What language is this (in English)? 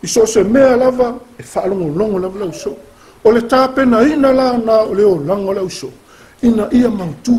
Samoan